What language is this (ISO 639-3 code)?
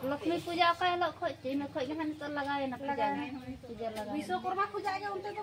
sat